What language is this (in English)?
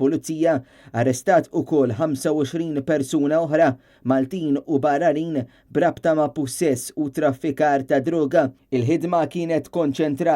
Maltese